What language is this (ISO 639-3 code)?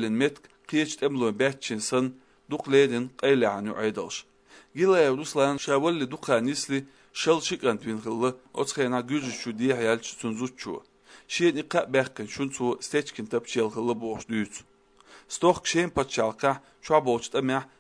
che